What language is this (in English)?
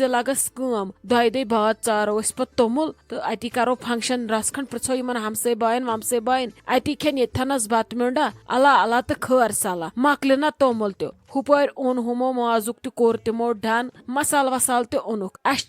Kashmiri